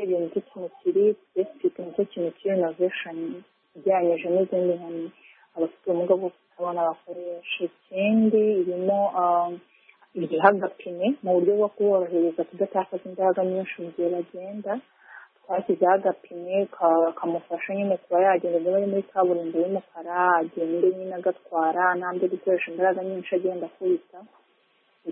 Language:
Kinyarwanda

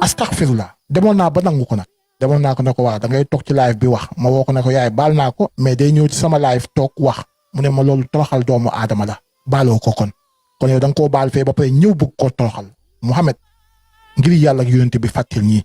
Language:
Wolof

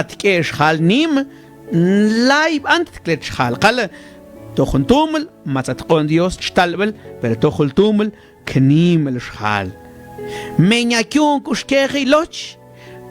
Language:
Mam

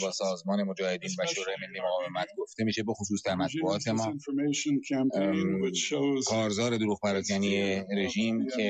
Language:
Persian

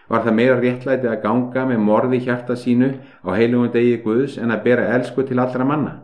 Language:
Icelandic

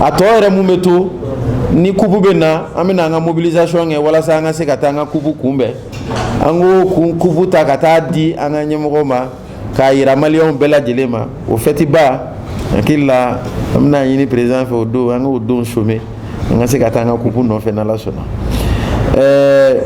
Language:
Bambara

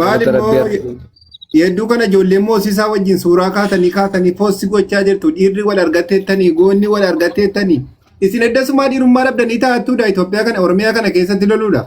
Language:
Oromo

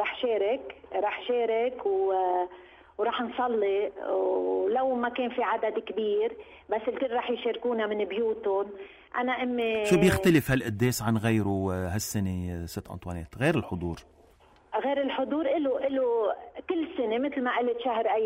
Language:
North Levantine Arabic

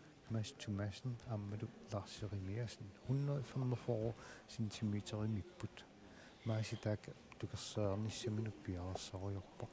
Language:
Kalaallisut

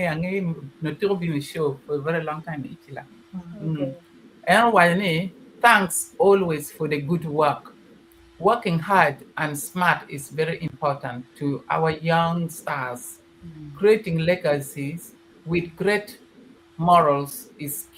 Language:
Acoli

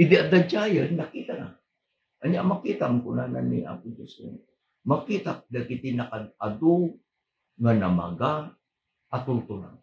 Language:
Iloko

